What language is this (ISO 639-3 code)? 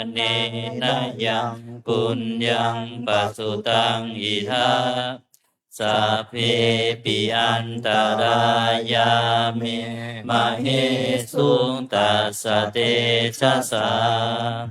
pli